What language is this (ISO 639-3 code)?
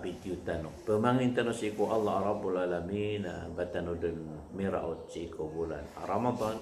mrw